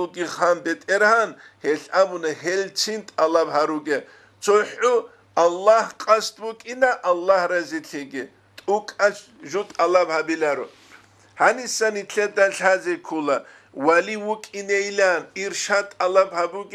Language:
Avaric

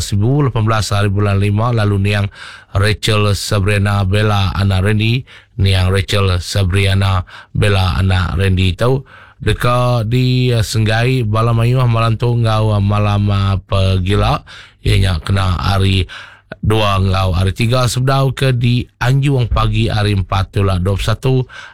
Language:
Iban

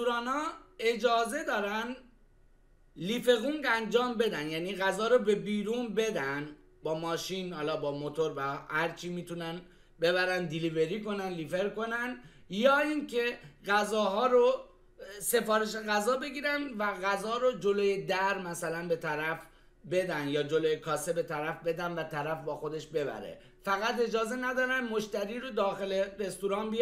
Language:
Persian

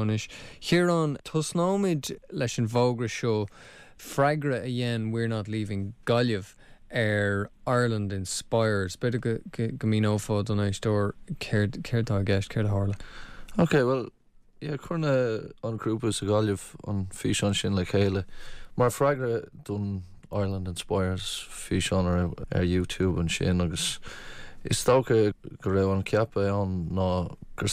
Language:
Irish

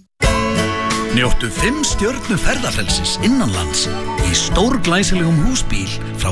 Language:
Icelandic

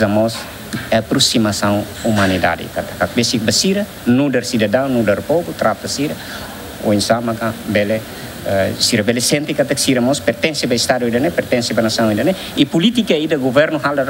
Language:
Tetum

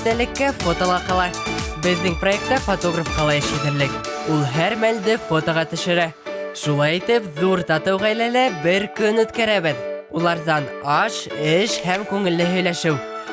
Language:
Bashkir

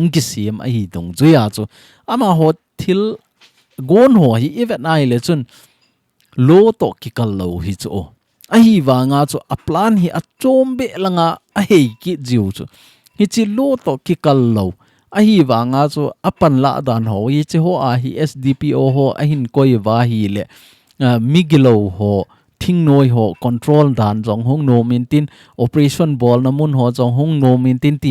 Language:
Thado Chin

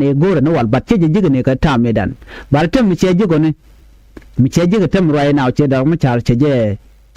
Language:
Nuer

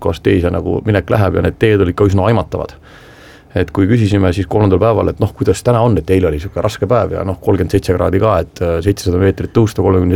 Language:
Estonian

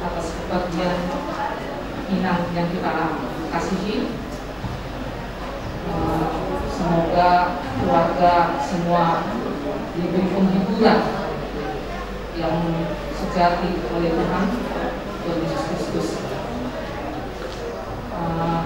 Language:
Indonesian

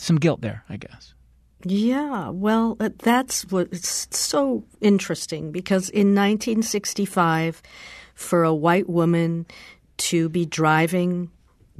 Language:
English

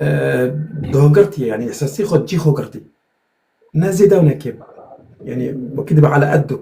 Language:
Kurdish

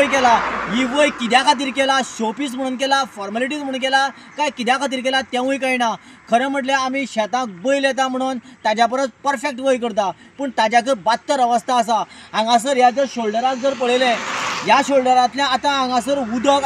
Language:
Konkani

